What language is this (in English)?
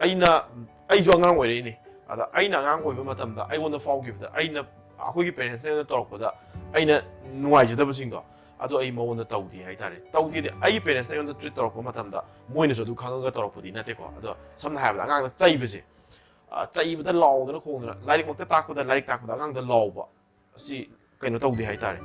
Manipuri